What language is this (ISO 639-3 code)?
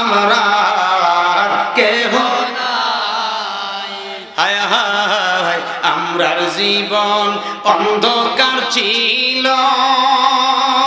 ben